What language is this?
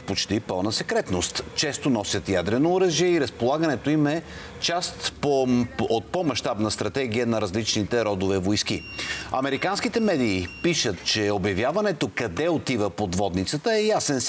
Bulgarian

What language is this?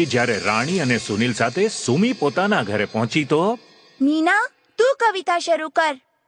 Gujarati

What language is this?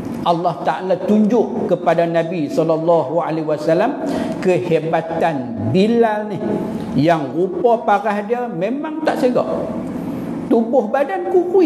Malay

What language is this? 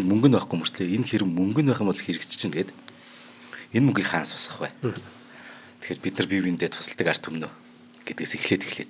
Mongolian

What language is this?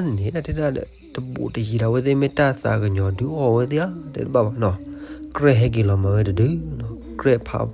S'gaw Karen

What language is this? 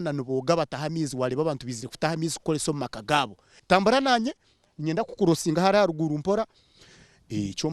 Nyankole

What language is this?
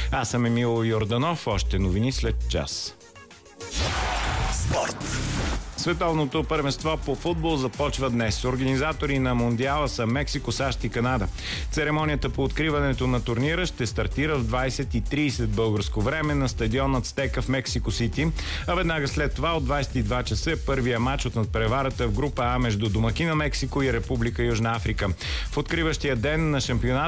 Bulgarian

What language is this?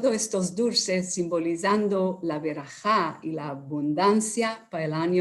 Ladino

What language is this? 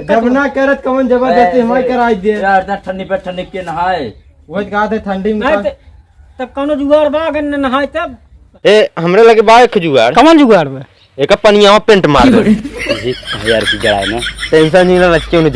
Awadhi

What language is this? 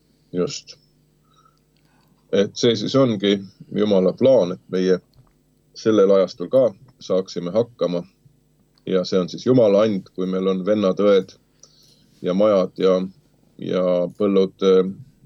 Estonian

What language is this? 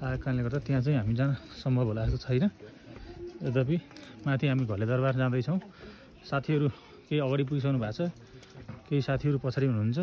Nepali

